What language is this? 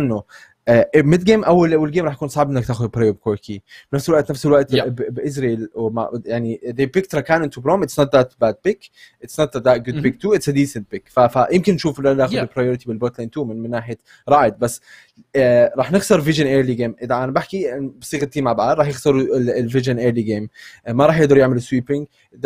Egyptian Arabic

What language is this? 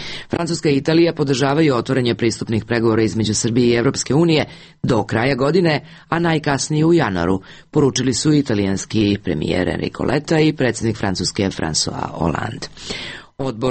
Serbian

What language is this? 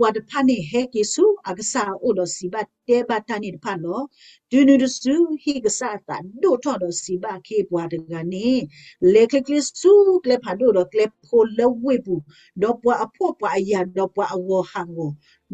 S'gaw Karen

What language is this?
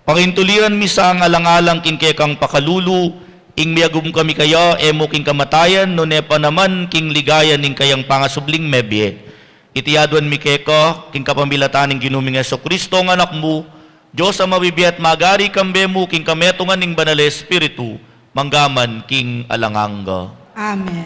Pampanga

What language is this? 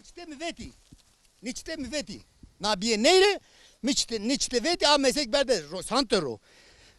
Zaza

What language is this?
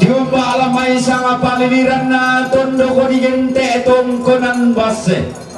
Toraja-Sa'dan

